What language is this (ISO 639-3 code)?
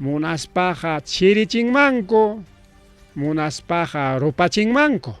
quy